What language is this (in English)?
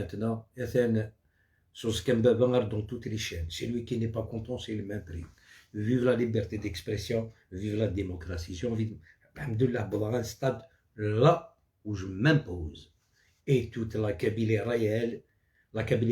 Algerian Arabic